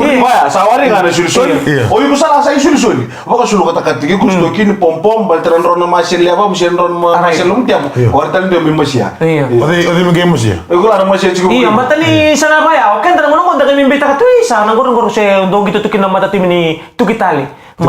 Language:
Fijian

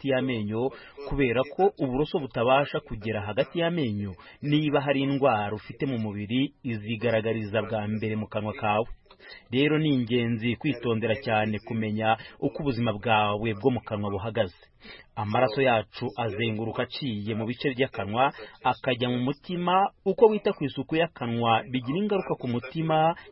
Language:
Kinyarwanda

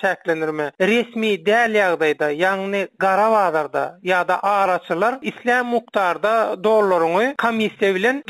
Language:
Turkmen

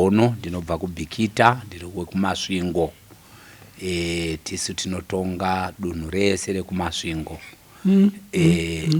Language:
Shona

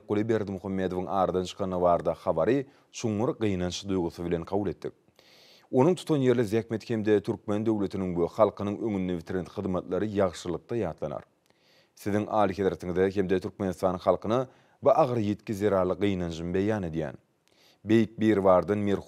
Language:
Turkmen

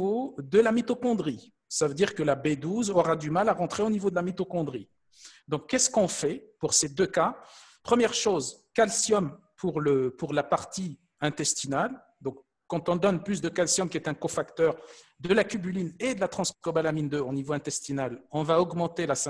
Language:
French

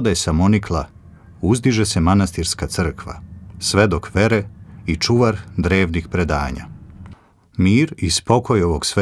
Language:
Serbian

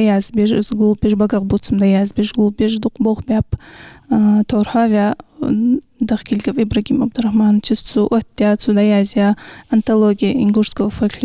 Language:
Ingush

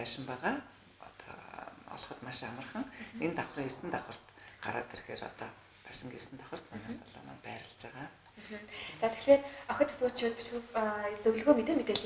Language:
Mongolian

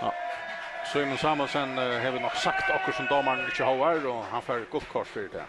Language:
Faroese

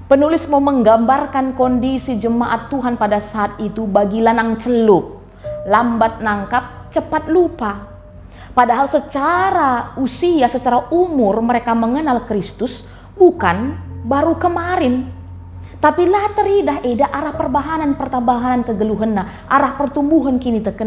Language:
Batak Karo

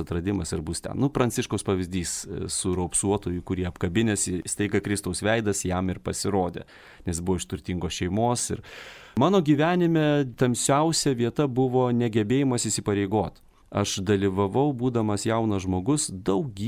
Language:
Lithuanian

